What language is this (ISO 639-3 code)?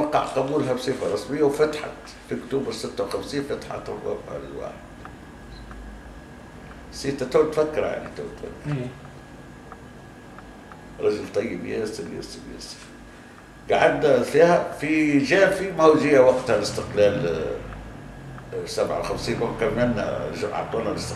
aeb